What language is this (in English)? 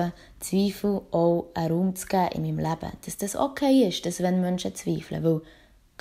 Swiss German